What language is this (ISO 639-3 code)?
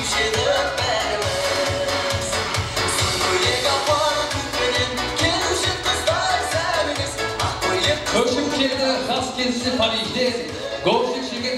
kaa